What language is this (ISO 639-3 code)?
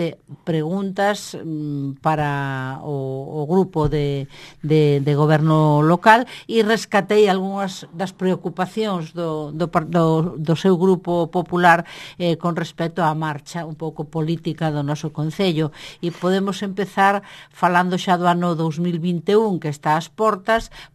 glg